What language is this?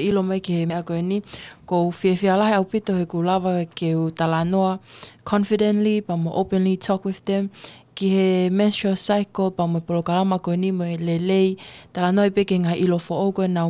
Tongan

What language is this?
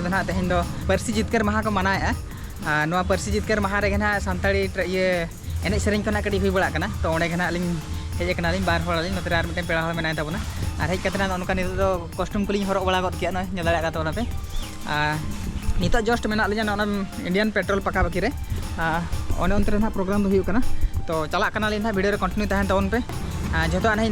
Santali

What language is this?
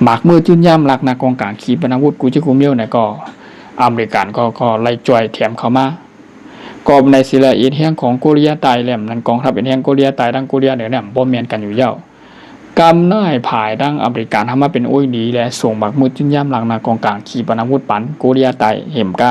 Shan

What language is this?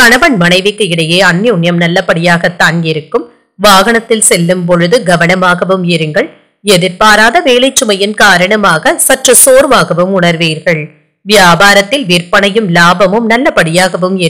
Tamil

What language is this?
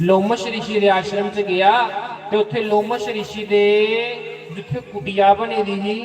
Dogri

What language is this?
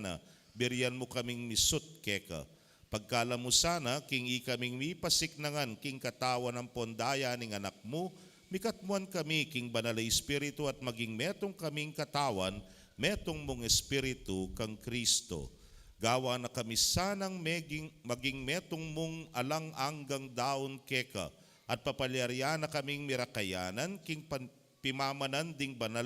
Pampanga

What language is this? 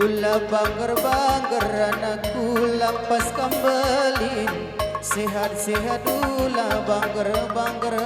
Batak Karo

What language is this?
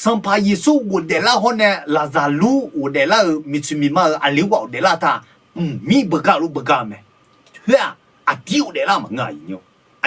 Akha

